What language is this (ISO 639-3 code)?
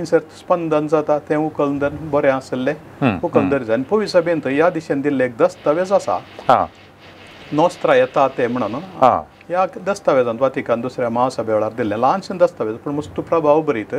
kok